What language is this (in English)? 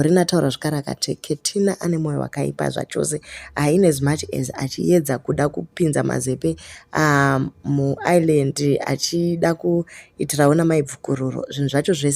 Shona